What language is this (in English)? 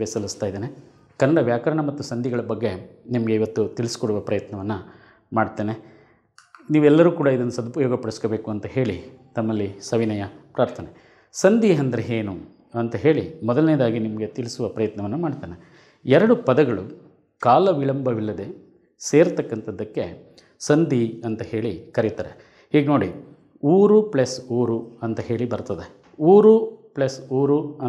Kannada